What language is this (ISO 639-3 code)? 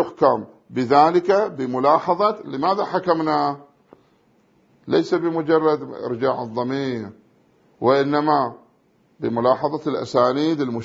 ara